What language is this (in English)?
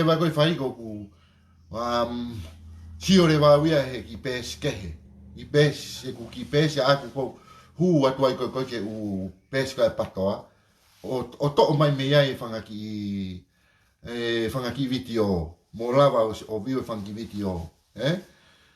Tongan